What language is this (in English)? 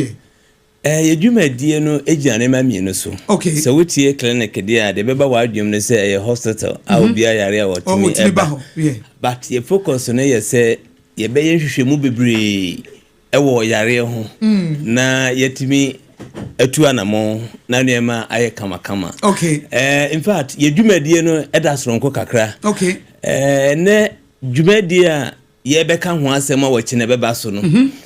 Akan